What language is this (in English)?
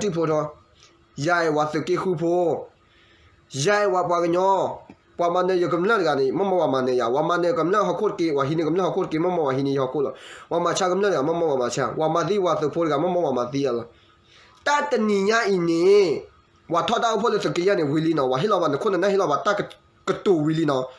S'gaw Karen